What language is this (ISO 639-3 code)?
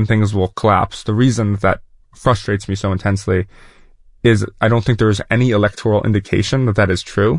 eng